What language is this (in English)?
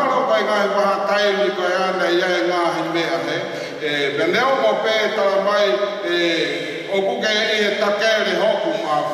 Tongan